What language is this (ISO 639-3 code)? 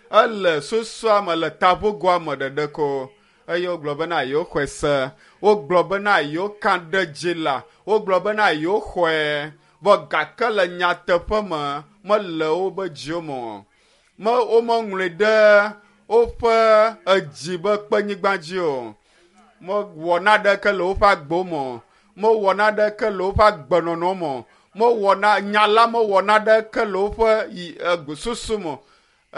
ewe